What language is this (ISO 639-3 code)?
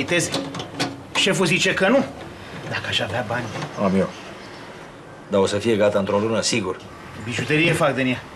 ron